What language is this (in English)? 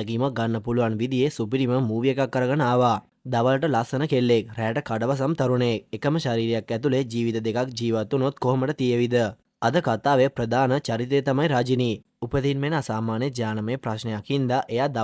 Sinhala